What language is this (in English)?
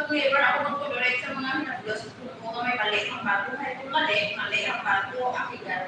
Hiligaynon